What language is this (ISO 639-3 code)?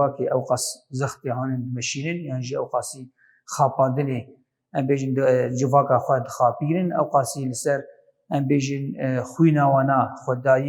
kur